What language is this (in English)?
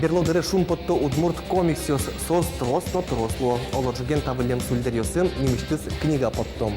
Udmurt